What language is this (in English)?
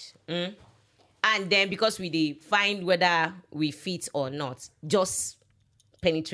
Nigerian Pidgin